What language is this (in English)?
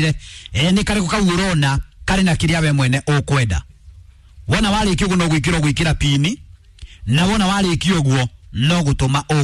Kikuyu